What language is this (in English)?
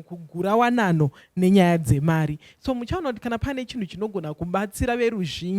Shona